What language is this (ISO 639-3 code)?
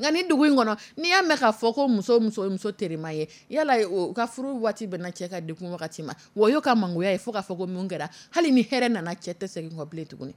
dyu